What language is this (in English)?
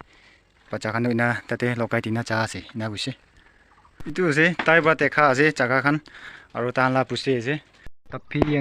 Naga Pidgin